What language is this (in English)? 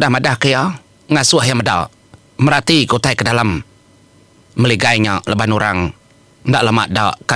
Iban